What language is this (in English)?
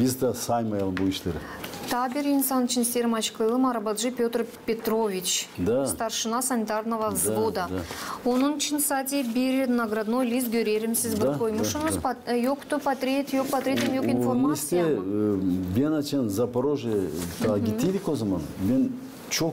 Gagauz